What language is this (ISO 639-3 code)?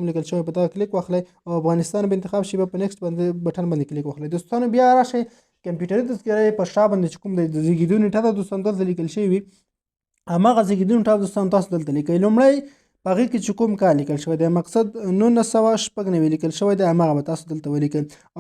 pus